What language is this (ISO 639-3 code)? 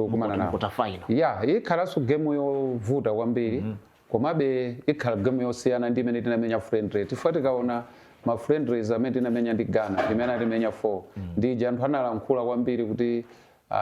nya